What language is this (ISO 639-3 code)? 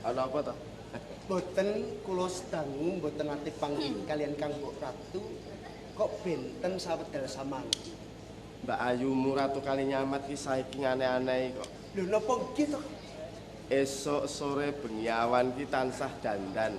jav